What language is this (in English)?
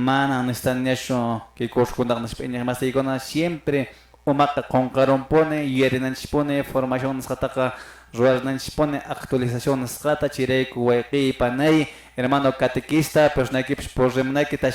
Quechua